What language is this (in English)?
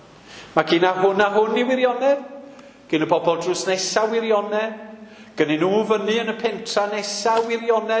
Welsh